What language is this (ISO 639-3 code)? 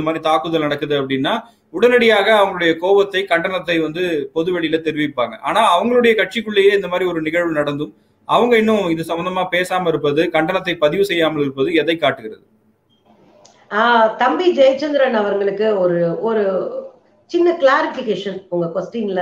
tam